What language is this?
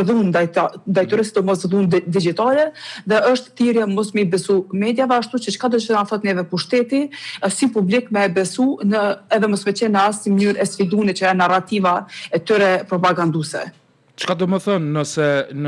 Albanian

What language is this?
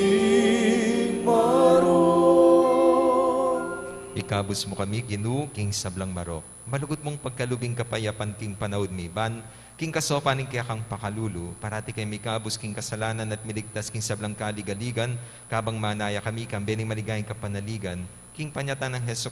Pampanga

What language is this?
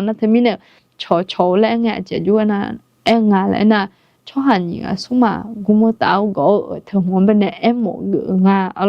Akha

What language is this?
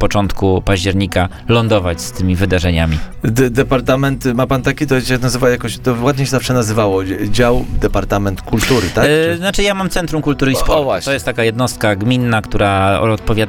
Polish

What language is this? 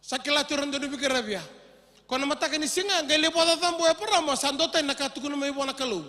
Fijian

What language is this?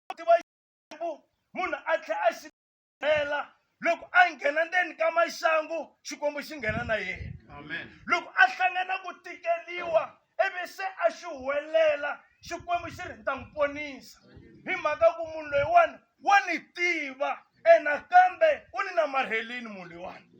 Tsonga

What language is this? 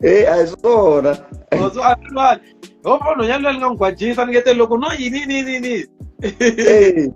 Tsonga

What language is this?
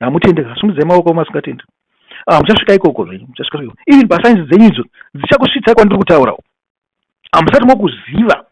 Shona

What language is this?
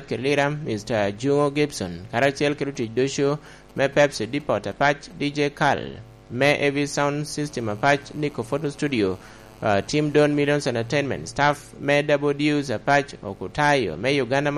Lango (Uganda)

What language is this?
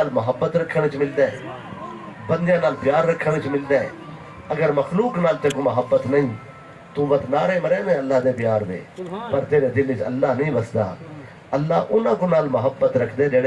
Saraiki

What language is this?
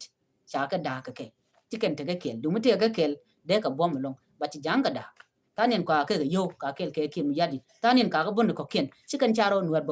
Nuer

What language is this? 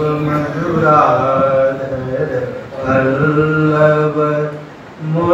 Sanskrit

